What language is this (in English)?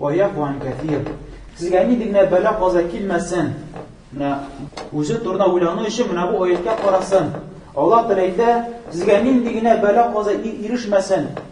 Tatar